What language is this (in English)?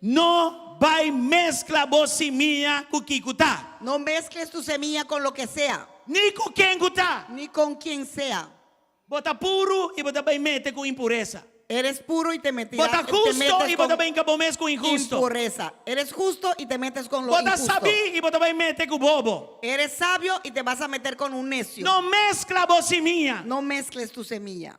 Papiamento